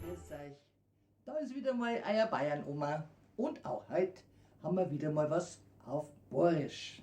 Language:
Bavarian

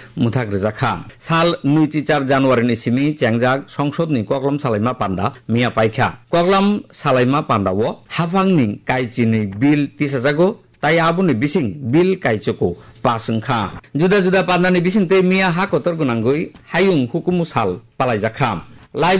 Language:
Kok Borok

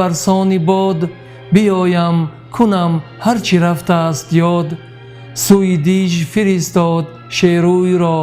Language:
Tajik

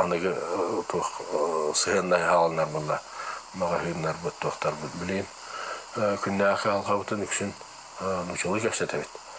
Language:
Yakut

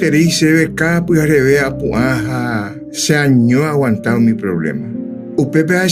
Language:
Guarani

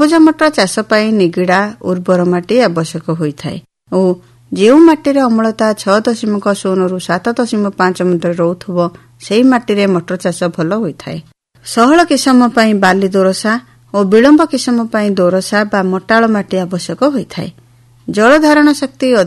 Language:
Odia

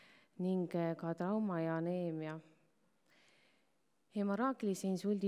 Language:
Estonian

